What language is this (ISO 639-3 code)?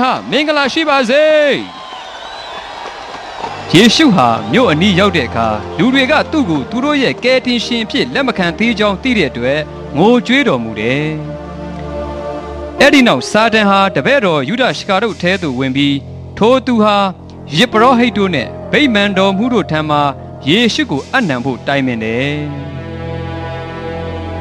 mya